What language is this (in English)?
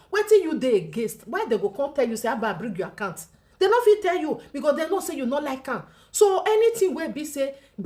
Nigerian Pidgin